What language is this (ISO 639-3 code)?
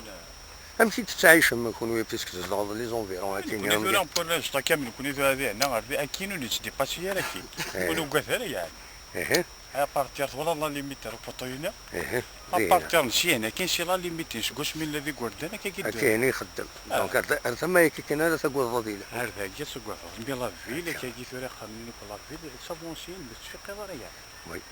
kab